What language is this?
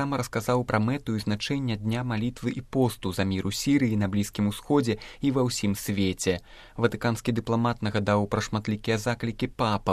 Belarusian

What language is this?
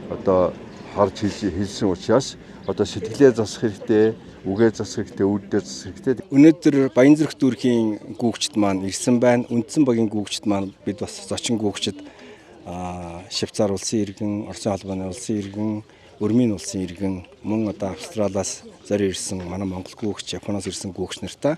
Mongolian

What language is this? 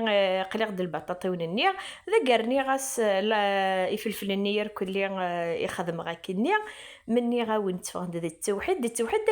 Kabyle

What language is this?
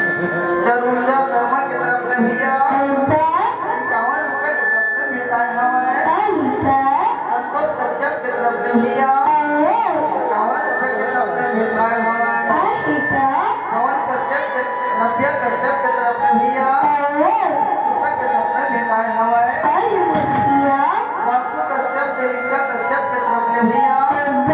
Chhattisgarhi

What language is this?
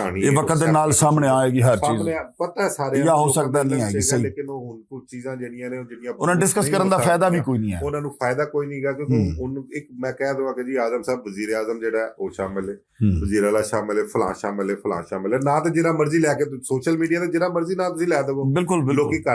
Western Panjabi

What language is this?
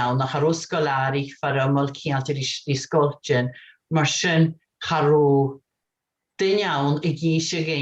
Scottish Gaelic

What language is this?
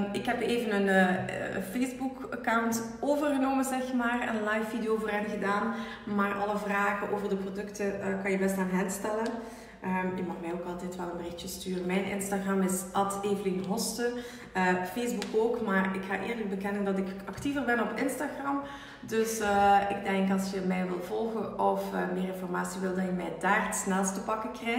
Dutch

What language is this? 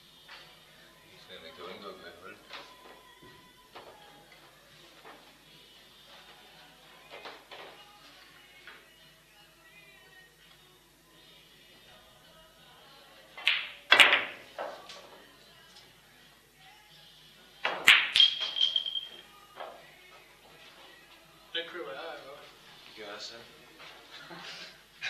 Danish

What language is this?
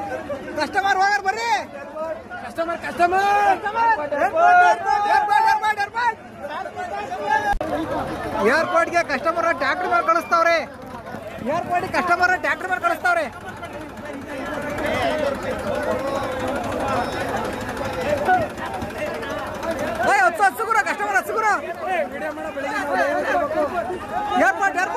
Kannada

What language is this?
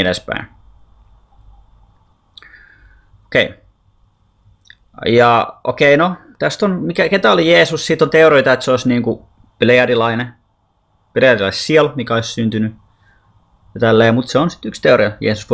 Finnish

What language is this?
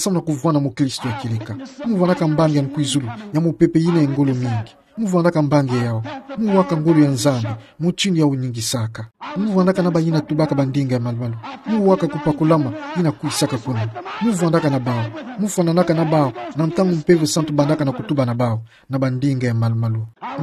Kituba (Democratic Republic of Congo)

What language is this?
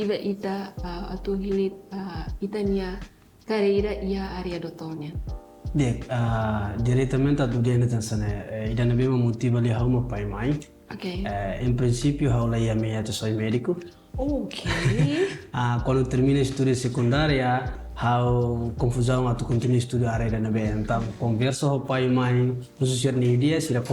Tetum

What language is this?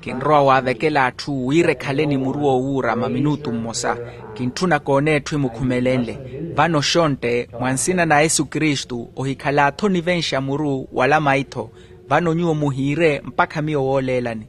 Makhuwa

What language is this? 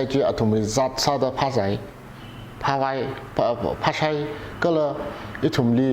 Tangkhul Naga (India)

